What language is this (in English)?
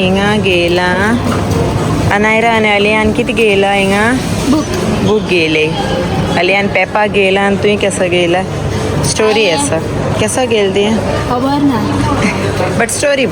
Konkani